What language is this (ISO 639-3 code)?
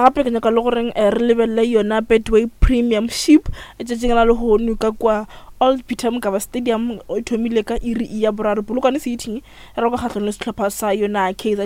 nso